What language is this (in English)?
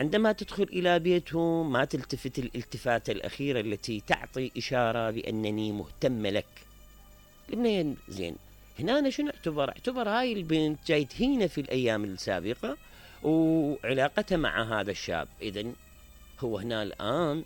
Mesopotamian Arabic